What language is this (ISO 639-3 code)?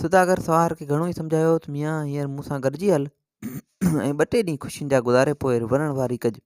snd